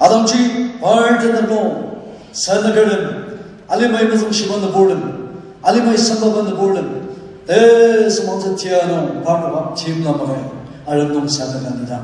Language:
Ao Naga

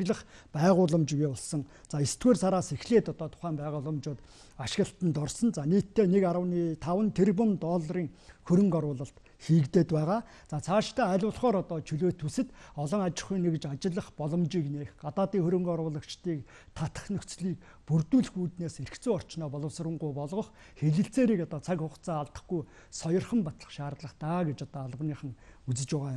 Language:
Mongolian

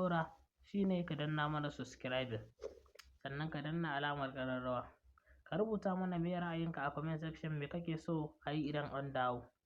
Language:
Hausa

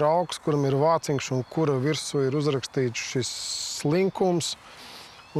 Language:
Latvian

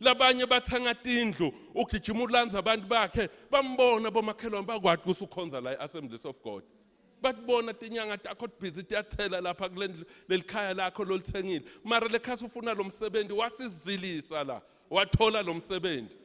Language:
Swati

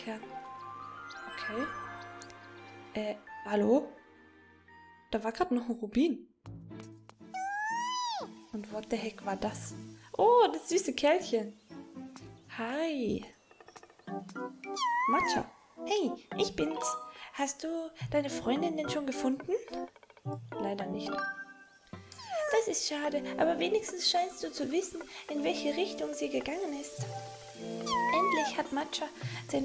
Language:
German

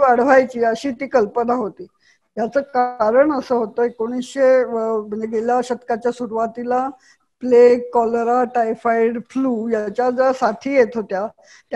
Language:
Marathi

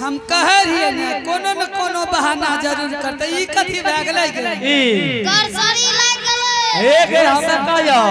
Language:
Angika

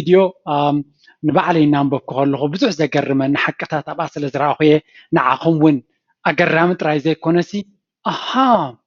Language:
Tigrinya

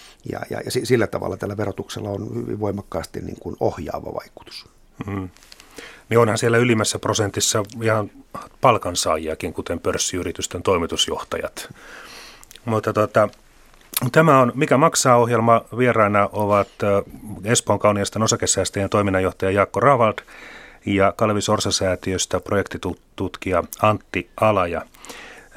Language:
Finnish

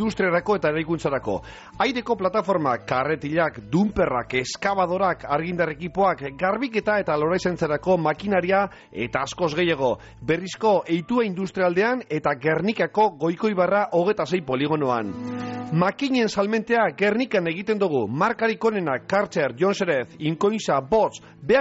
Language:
Basque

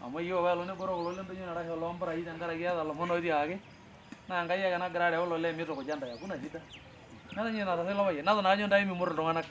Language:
Masai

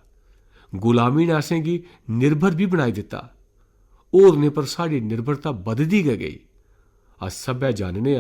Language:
Dogri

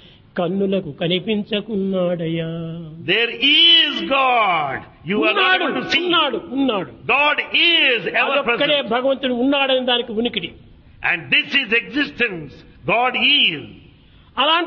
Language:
Telugu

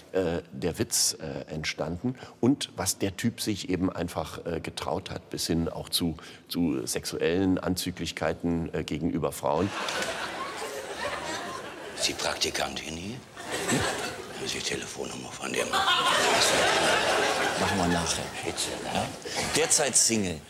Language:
German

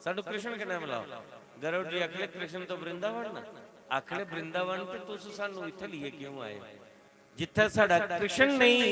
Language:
Dogri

